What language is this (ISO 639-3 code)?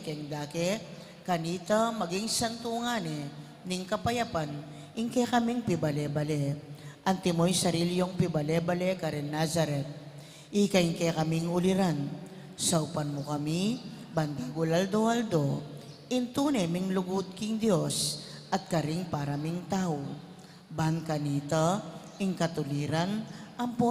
pam